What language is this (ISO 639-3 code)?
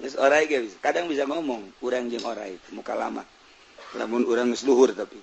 sun